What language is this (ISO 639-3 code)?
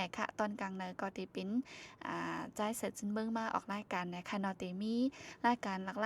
shn